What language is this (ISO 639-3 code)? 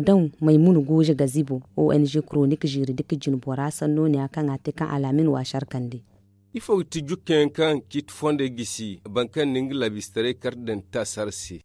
dje